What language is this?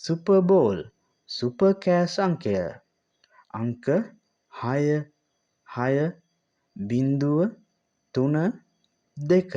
Sinhala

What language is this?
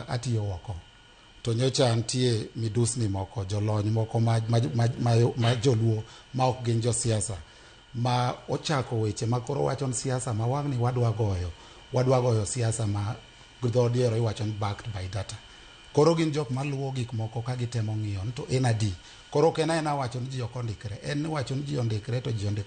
Luo (Kenya and Tanzania)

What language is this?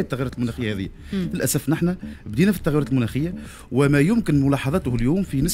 Tunisian Arabic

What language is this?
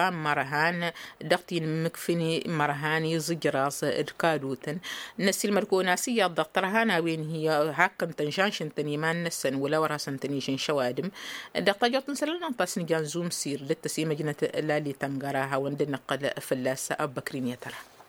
Tamasheq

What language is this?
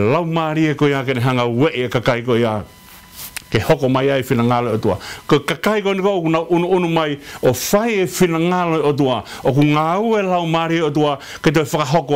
Tongan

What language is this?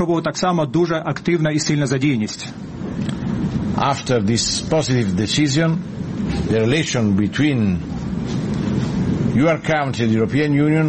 Ukrainian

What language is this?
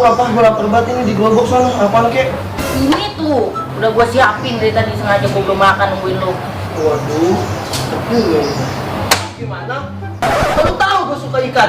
Betawi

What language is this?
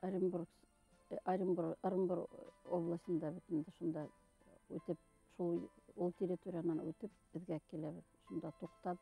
Bashkir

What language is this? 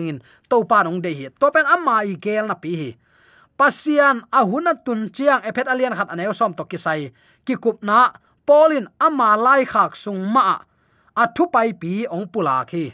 Tedim Chin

